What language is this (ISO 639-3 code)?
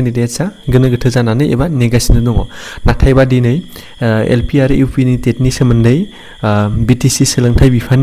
brx